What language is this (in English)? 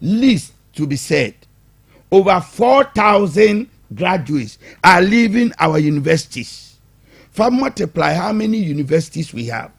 Akan